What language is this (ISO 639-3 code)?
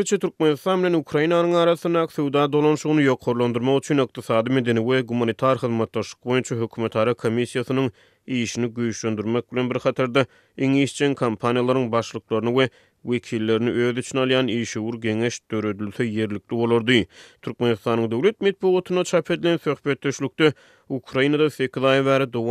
tuk